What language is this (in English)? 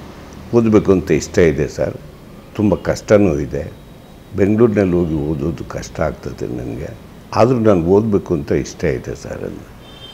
Kannada